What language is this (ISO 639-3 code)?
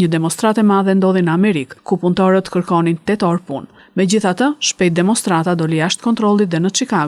sqi